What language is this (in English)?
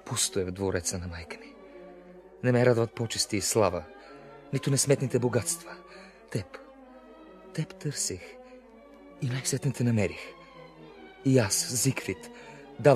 Bulgarian